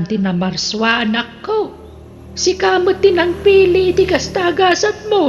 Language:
Iloko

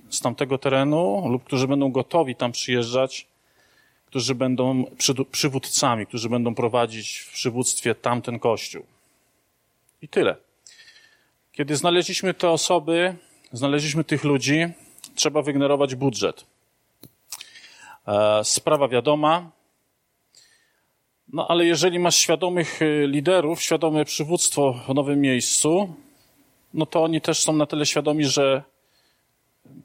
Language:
Polish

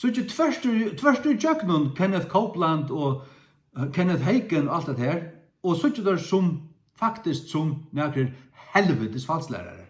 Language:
Faroese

